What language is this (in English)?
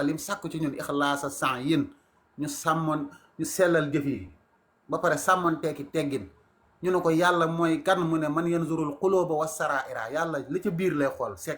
Wolof